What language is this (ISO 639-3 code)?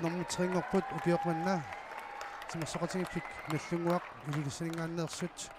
kal